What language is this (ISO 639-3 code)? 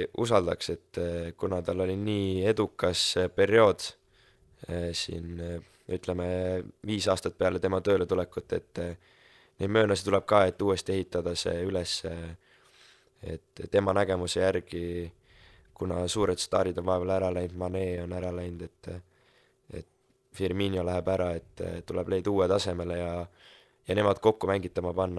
est